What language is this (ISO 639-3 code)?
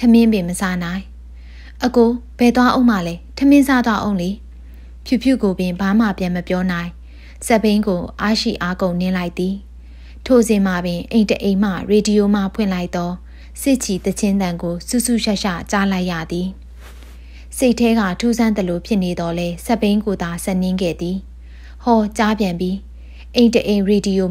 mya